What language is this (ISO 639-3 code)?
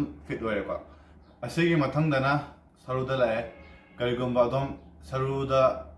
mni